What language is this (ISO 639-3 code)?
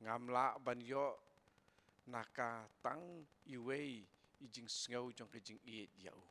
kha